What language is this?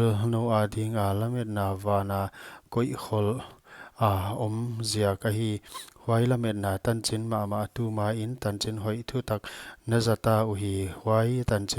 Paite Chin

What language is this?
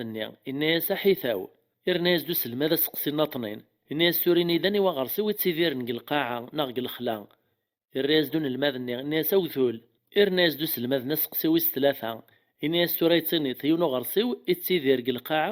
Kabyle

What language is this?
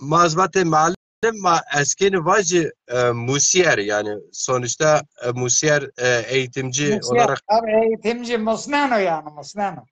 Zaza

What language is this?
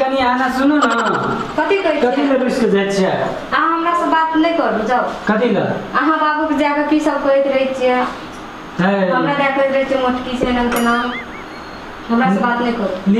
Maithili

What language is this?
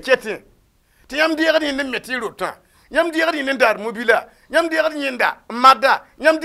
Mossi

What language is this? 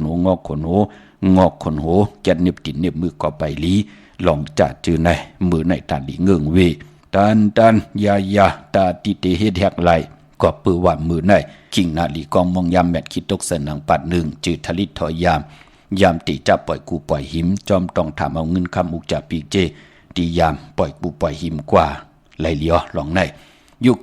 Shan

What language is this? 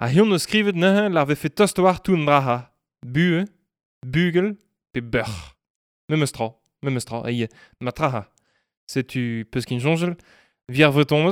Breton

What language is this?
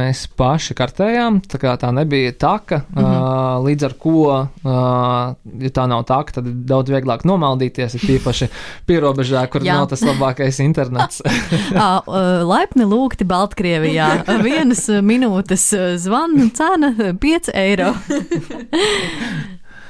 Latvian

